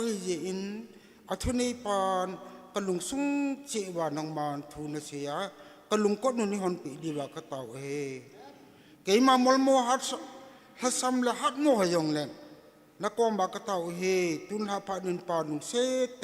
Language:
Thado Chin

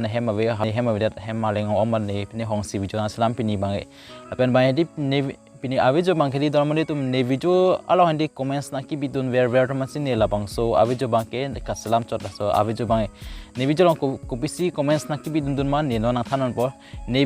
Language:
Karbi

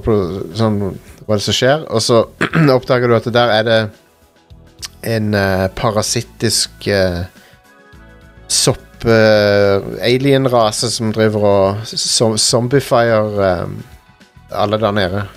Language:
Norwegian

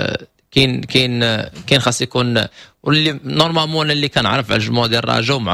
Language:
Moroccan Arabic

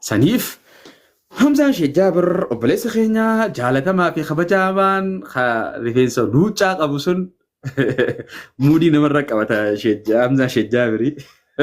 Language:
Oromo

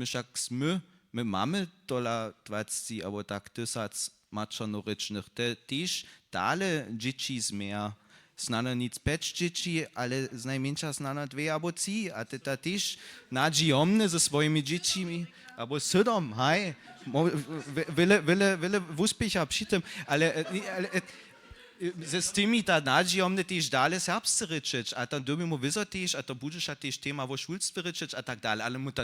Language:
Upper Sorbian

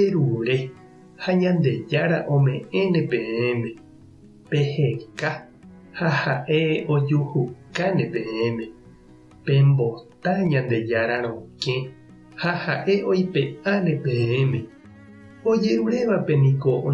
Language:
Guarani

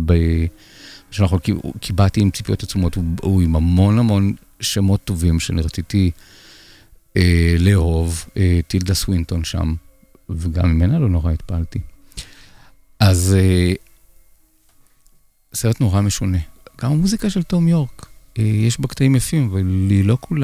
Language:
Hebrew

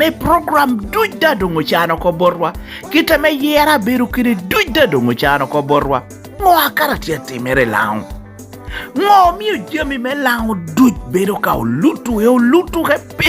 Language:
Lango (Uganda)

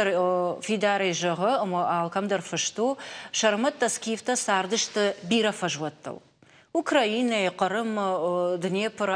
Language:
Ossetic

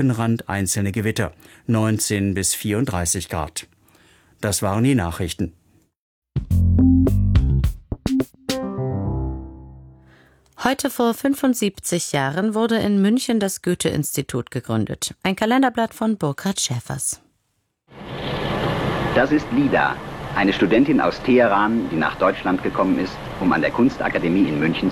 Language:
German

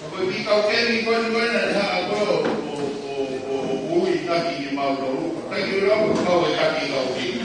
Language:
Tongan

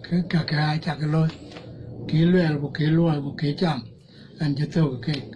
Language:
Dinka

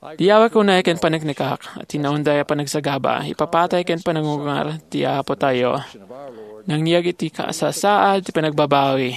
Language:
Iloko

